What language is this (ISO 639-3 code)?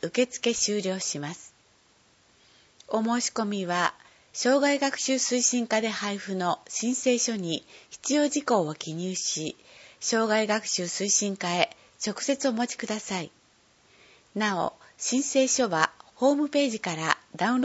jpn